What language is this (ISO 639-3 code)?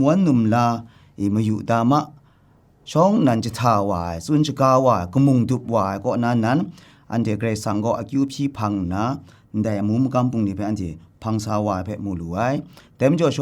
kac